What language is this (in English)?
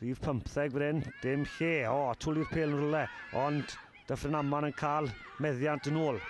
Welsh